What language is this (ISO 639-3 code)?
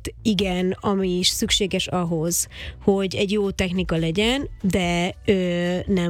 hun